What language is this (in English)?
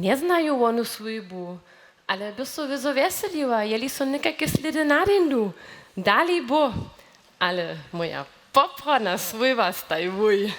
Upper Sorbian